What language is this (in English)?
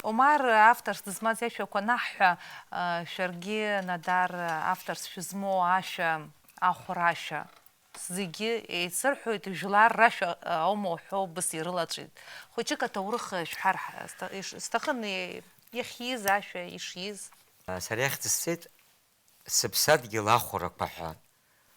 Abkhazian